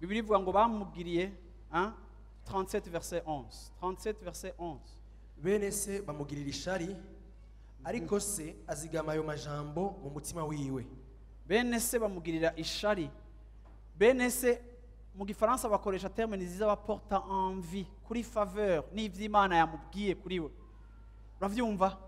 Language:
Rundi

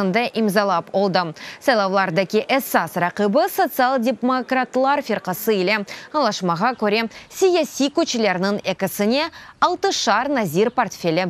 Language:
Crimean Tatar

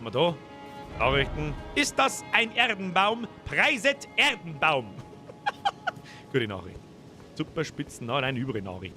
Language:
Bavarian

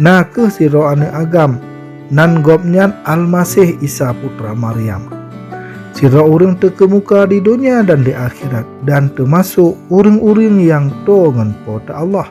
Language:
Achinese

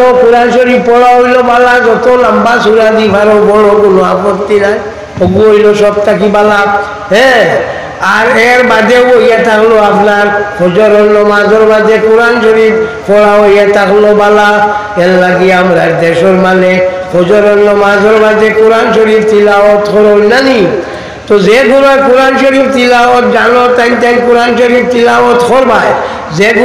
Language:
Sylheti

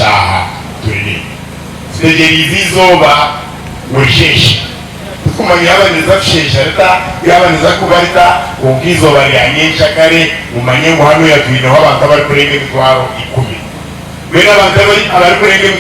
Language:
Nyankole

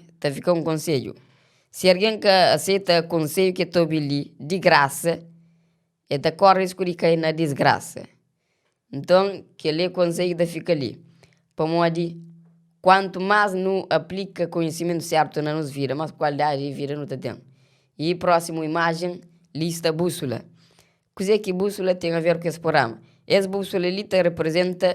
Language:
Kabuverdianu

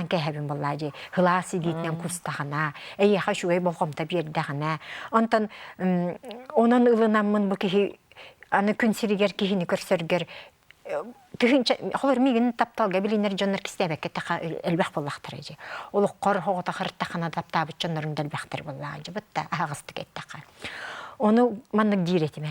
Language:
Yakut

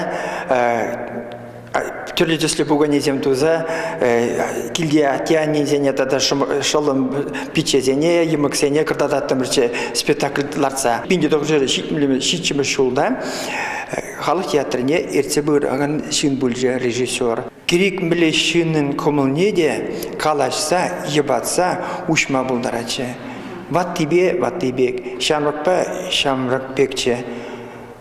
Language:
Chuvash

